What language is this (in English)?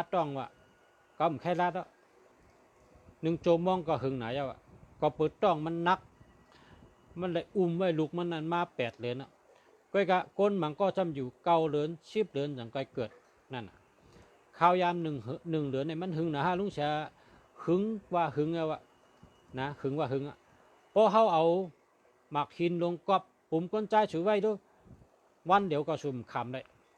Shan